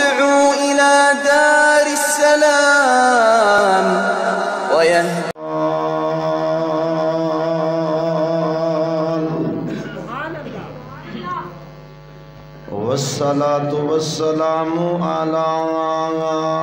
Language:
Western Panjabi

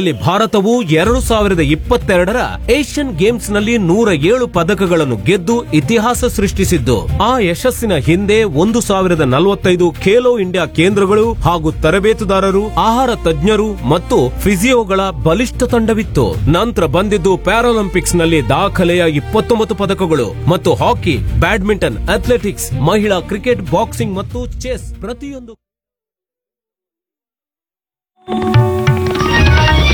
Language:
Kannada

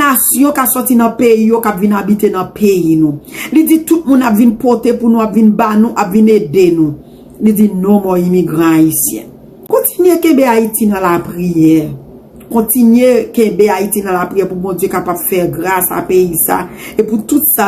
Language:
Haitian Creole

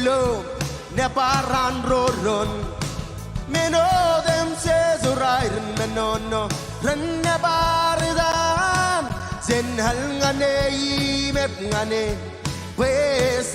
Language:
Marshallese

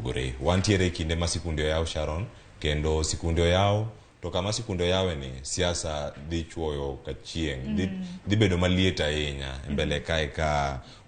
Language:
Luo (Kenya and Tanzania)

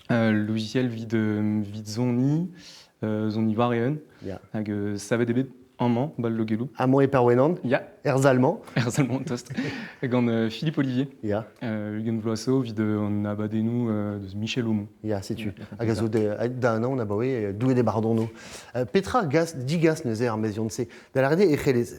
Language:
Breton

